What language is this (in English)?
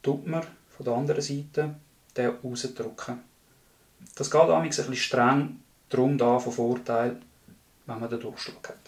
Swiss German